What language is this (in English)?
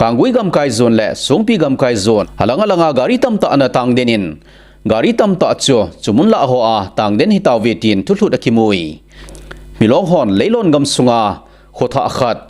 Thado Chin